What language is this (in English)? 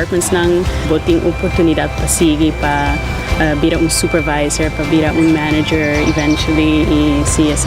Papiamento